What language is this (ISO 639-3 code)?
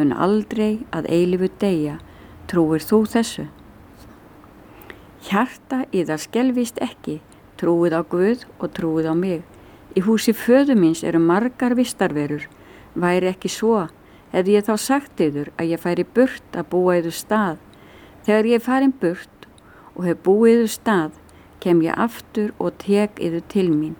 isl